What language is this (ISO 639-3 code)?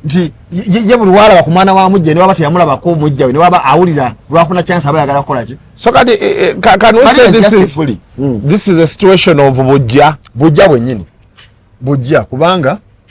lug